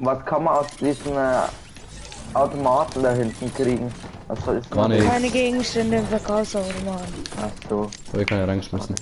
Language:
Bavarian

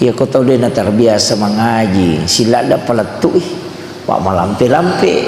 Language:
Buginese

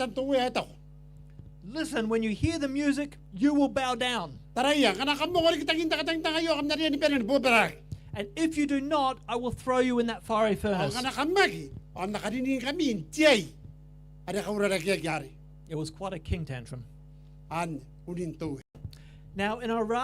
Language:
Gilbertese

